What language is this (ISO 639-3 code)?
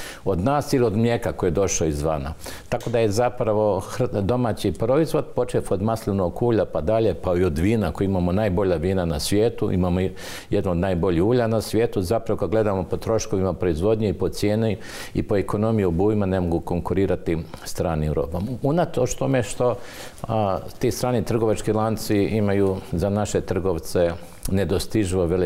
hrv